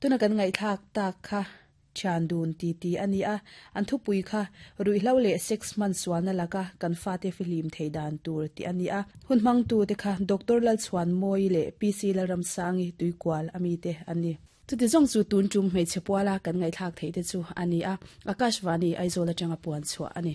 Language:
Mizo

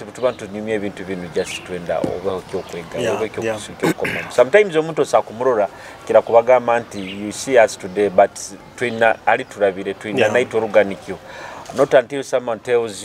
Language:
Nyoro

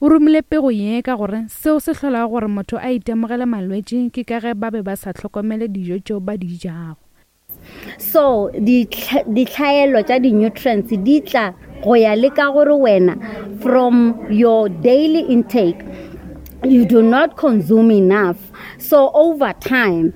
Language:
Northern Sotho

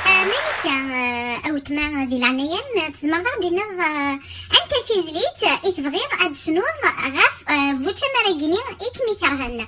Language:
Kabyle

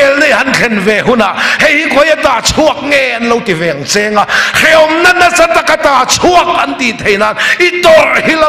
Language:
Mizo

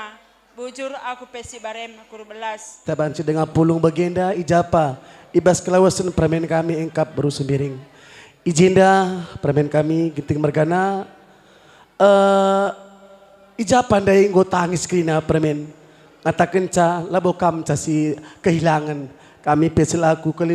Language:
Batak Karo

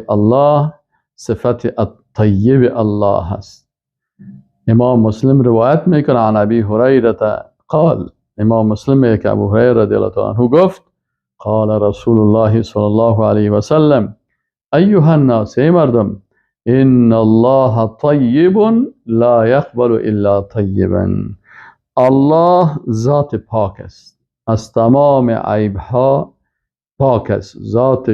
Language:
Persian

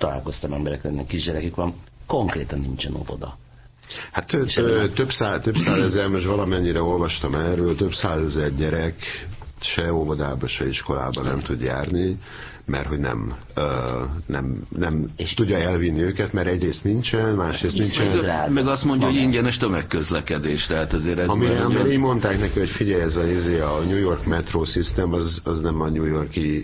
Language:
Hungarian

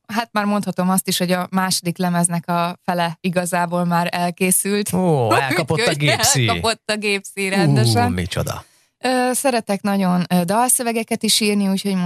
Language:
Hungarian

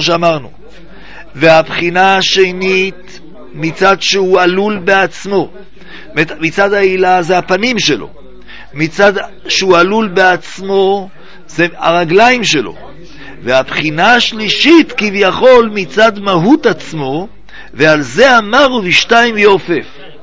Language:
Hebrew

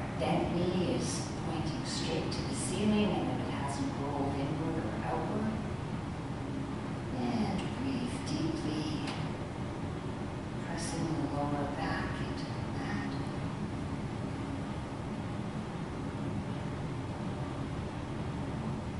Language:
English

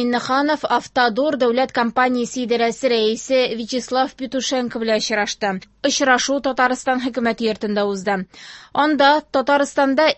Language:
Tatar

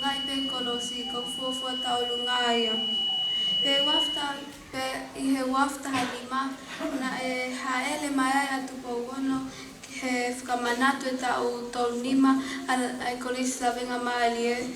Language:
Tongan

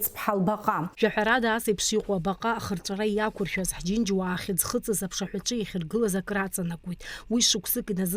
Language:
Abkhazian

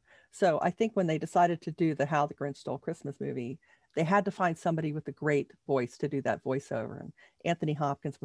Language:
English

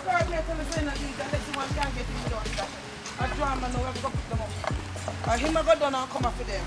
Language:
Jamaican Creole English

